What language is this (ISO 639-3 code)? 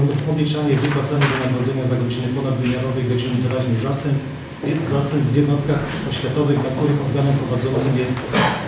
pol